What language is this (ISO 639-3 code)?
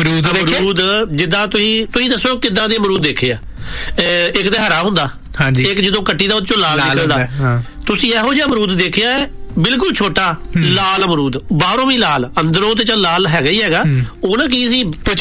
pan